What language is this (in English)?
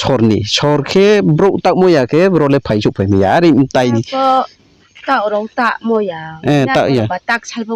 Riang (India)